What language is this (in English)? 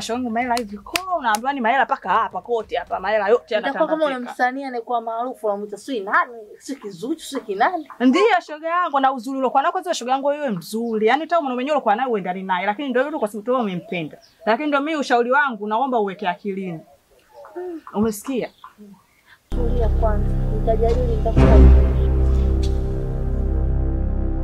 Swahili